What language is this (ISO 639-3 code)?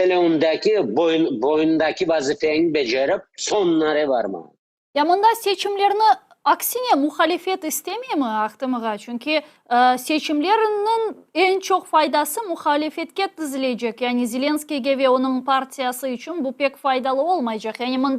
crh